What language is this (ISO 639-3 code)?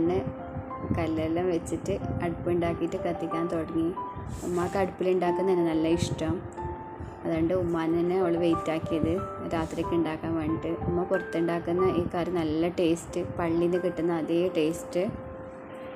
mal